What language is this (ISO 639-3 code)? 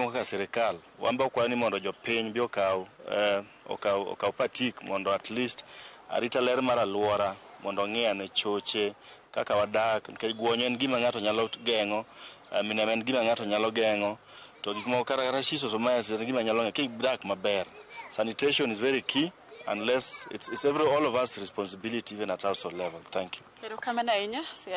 luo